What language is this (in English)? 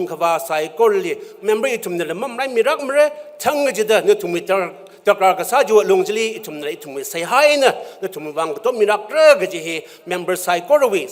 Tangkhul Naga (India)